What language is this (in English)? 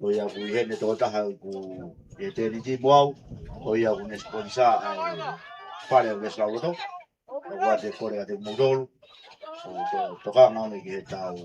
Tongan